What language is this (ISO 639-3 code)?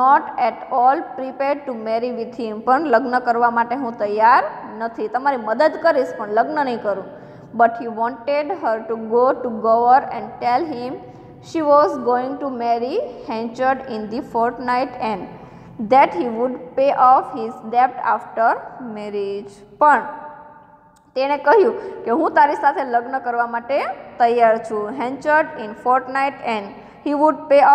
guj